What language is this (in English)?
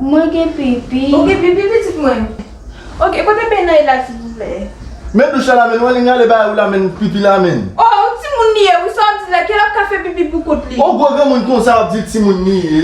Haitian Creole